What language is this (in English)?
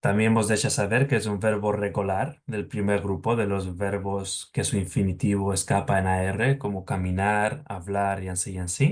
Ladino